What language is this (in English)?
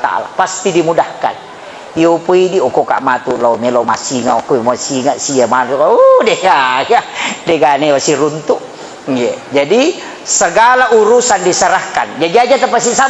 Buginese